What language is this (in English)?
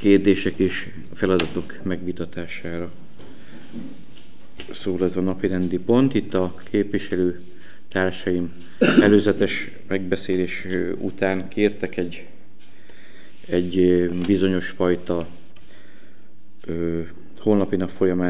Hungarian